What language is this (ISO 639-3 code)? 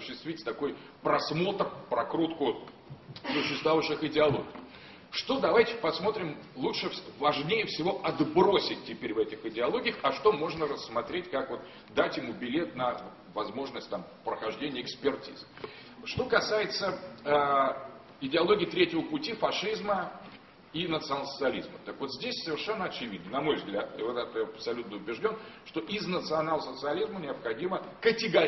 rus